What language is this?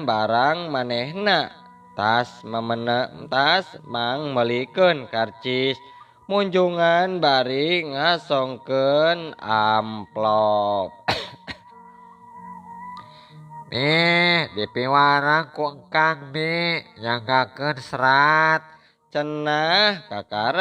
Sundanese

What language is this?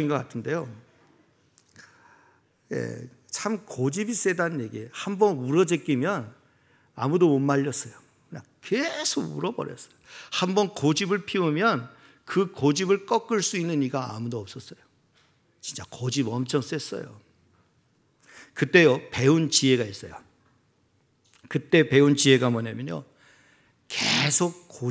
Korean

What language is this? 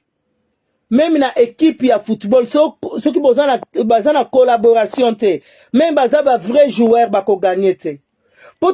Lingala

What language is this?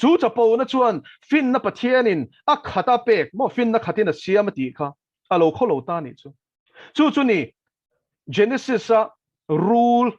Mizo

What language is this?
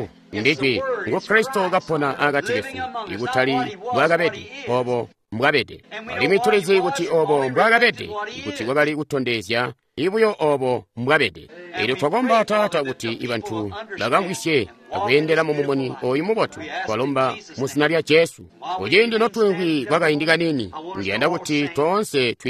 Tonga (Zambia)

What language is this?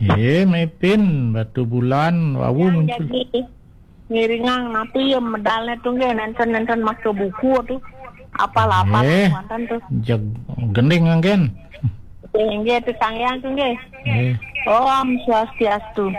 Balinese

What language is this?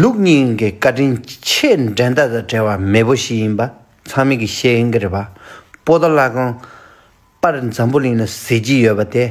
Tibetan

